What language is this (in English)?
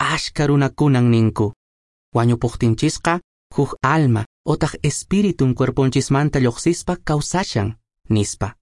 Quechua